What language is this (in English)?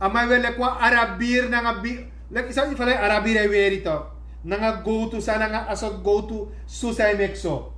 Sranan Tongo